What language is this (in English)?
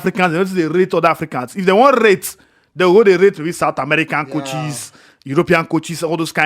Nigerian Pidgin